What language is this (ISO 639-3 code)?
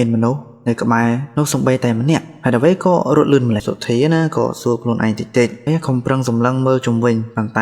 khm